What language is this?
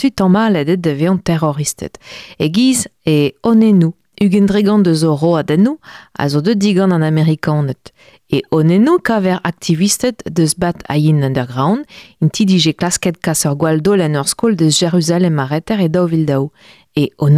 Breton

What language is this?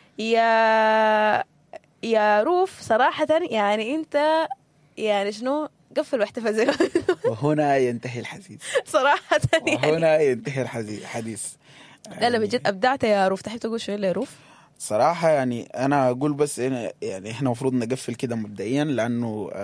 Sudanese Arabic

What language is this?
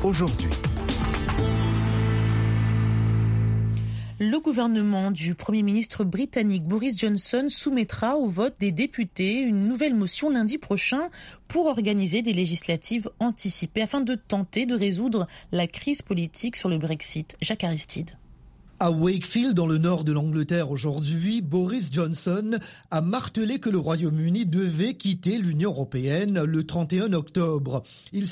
French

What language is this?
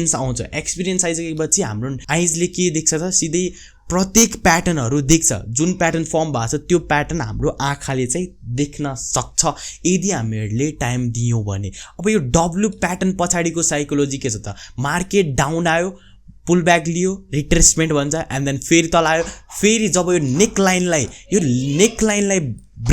Nepali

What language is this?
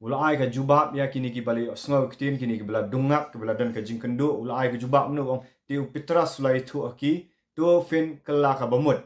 Khasi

